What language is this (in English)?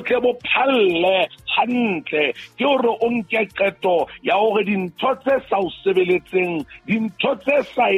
Southern Sotho